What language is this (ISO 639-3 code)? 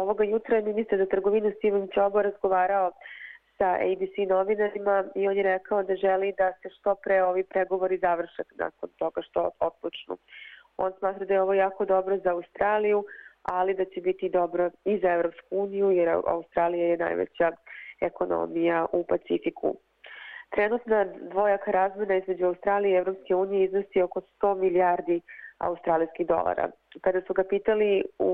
srp